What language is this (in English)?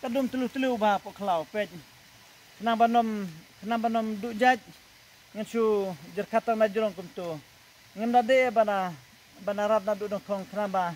Khasi